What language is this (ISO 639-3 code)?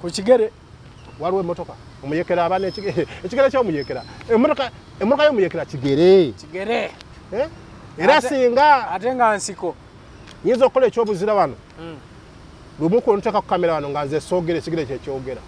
lug